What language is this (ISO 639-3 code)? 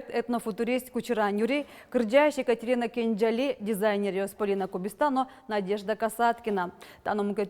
udm